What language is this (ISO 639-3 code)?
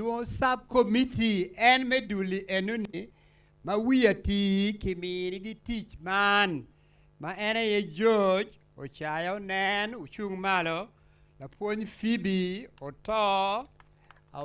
ach